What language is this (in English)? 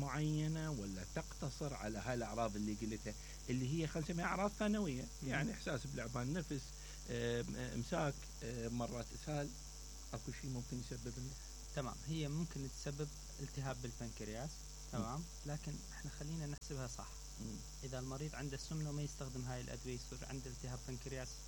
Mesopotamian Arabic